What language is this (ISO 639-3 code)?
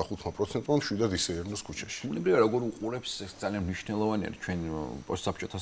kat